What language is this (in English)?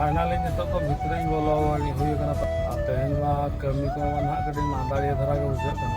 Santali